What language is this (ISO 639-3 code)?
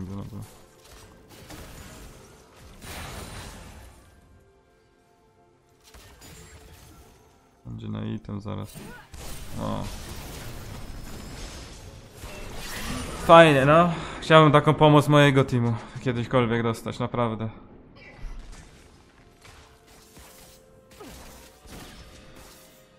pol